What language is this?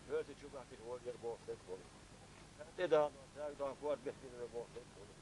Chechen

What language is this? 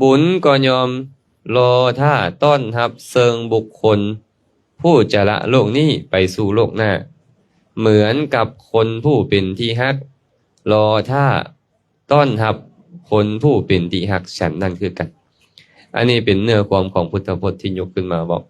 Lao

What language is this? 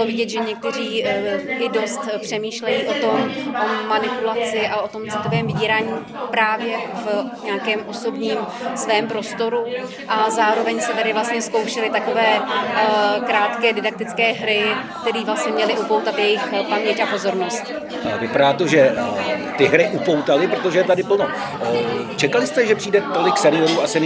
Czech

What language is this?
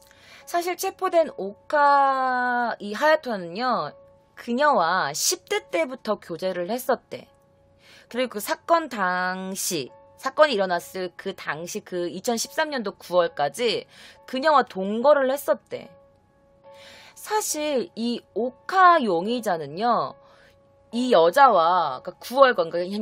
Korean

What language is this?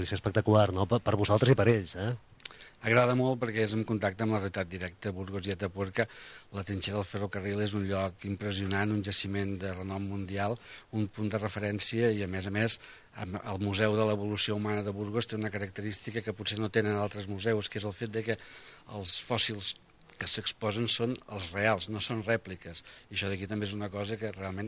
Catalan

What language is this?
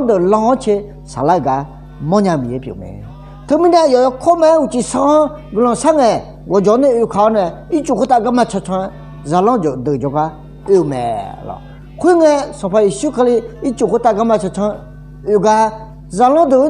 Akha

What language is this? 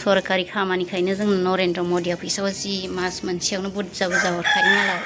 Bodo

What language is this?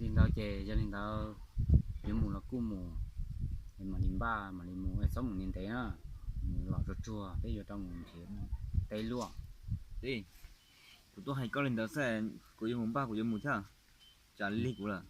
Hmong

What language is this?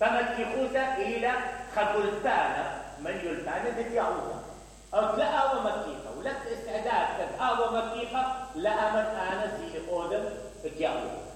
Mesopotamian Arabic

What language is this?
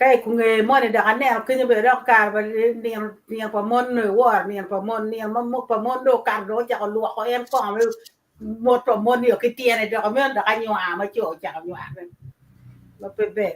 Acoli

